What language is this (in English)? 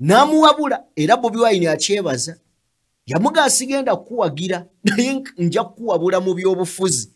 Ganda